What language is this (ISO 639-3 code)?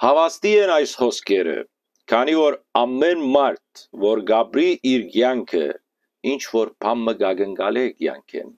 hyw